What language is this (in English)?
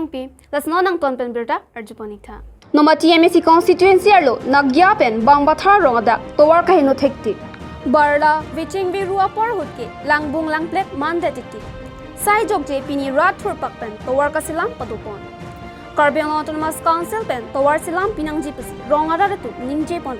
Karbi